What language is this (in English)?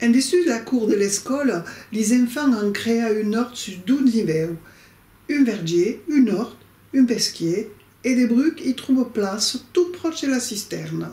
Occitan